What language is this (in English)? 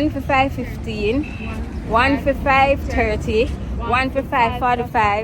Jamaican Creole English